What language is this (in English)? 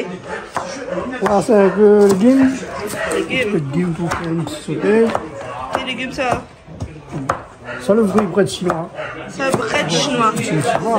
Réunion Creole French